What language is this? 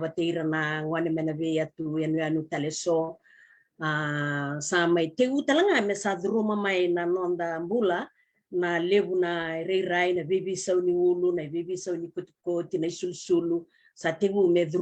Fijian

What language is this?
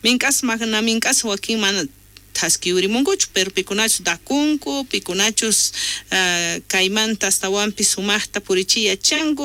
South Bolivian Quechua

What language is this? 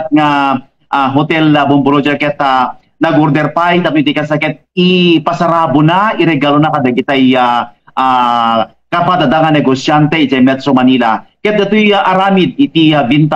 Iloko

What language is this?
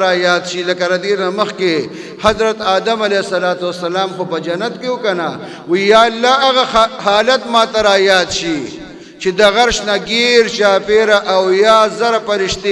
Pashto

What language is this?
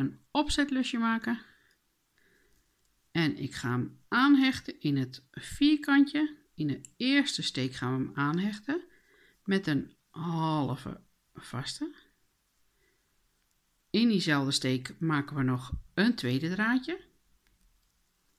Dutch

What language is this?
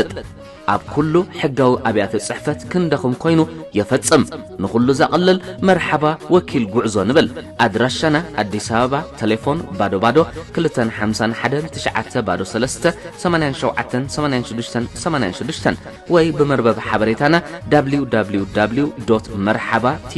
Tigrinya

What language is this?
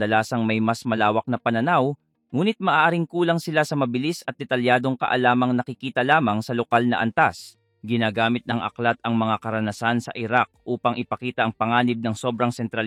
Filipino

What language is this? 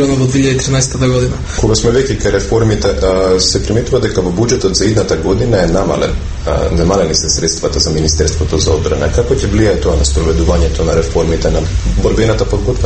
Macedonian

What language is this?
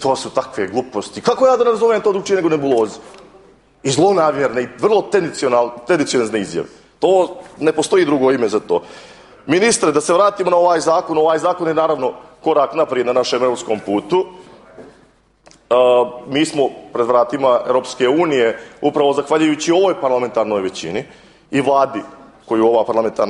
Croatian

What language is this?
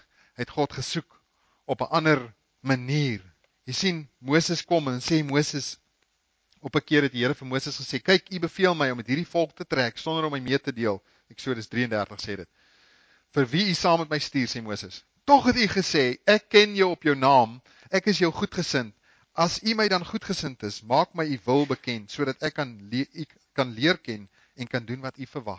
Afrikaans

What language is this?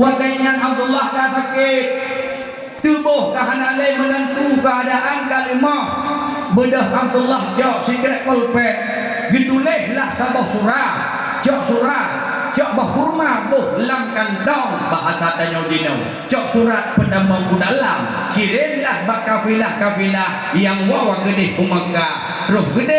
Achinese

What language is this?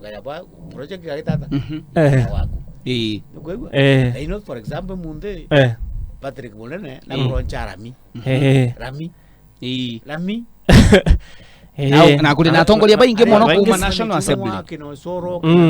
Meru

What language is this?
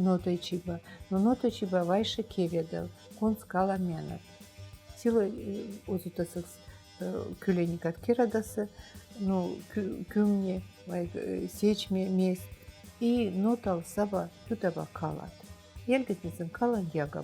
Veps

